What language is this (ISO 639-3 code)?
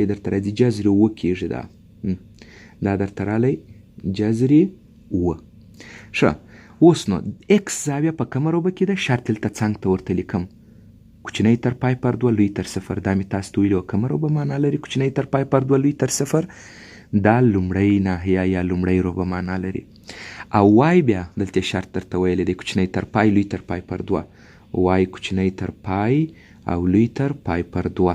pus